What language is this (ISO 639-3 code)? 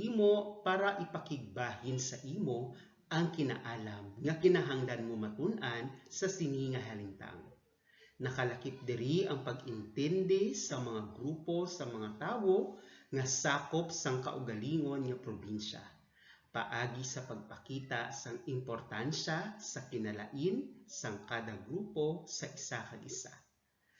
hil